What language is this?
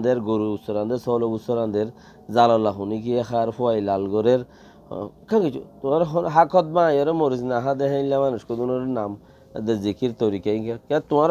Rohingya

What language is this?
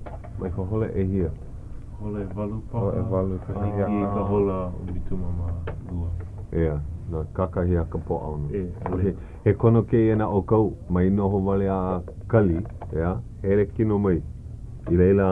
Hawaiian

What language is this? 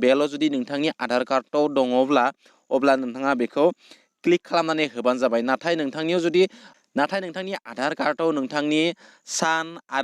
Bodo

